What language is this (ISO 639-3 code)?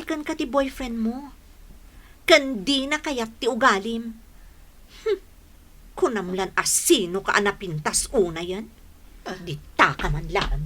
ilo